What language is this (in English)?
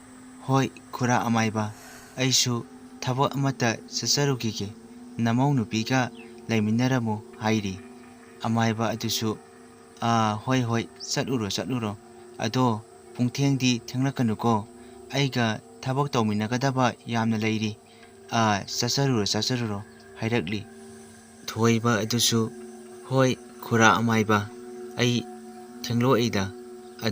Manipuri